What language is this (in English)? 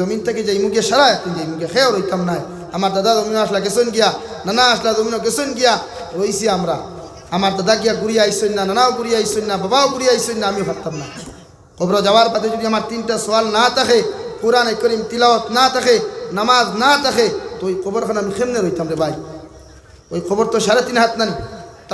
Sylheti